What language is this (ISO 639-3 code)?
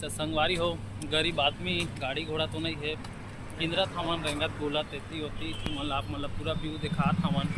hne